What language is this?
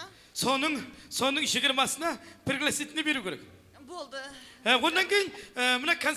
Kara-Kalpak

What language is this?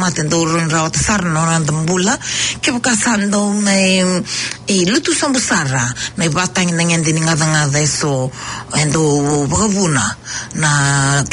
Fijian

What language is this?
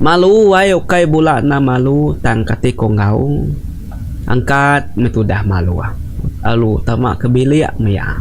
Iban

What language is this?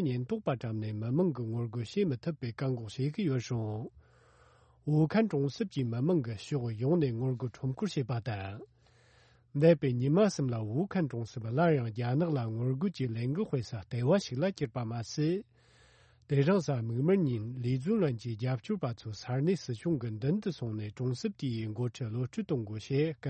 Tibetan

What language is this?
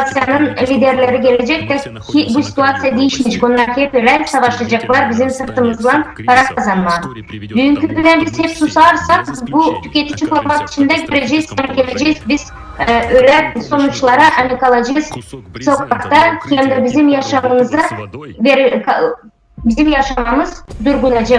Gagauz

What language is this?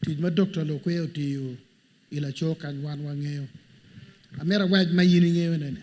Acoli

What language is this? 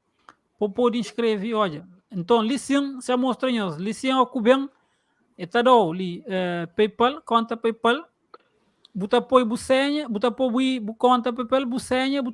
Kabuverdianu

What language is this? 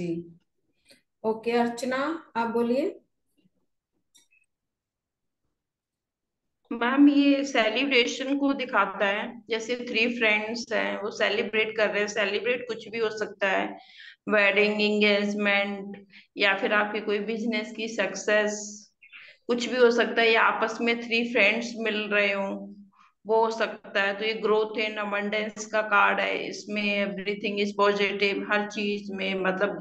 Hindi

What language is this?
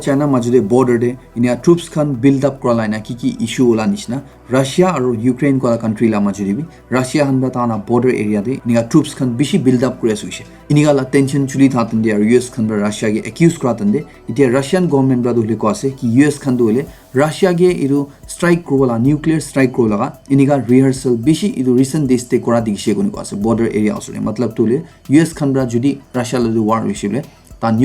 Naga Pidgin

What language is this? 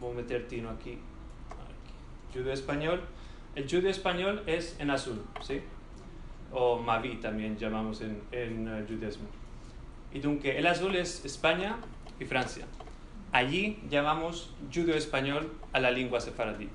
Ladino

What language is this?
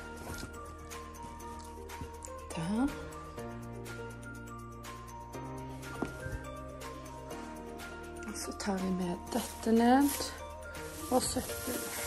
Norwegian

